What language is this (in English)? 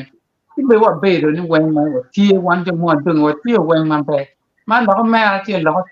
Acoli